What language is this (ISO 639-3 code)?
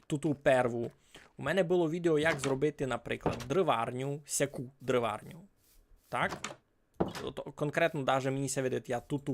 rue